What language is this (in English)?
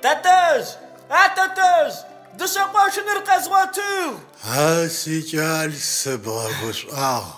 Adyghe